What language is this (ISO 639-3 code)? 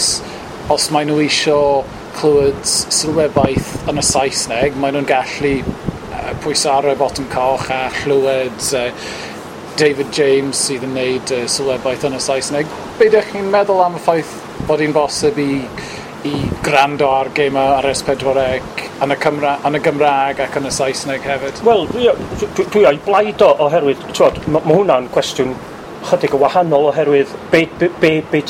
cym